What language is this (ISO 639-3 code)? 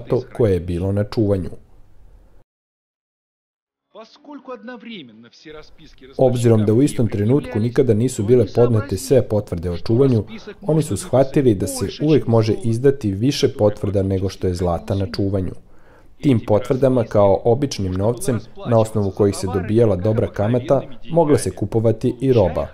srp